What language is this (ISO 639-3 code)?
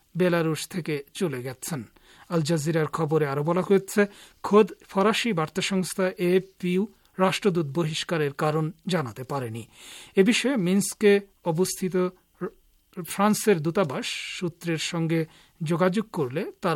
ben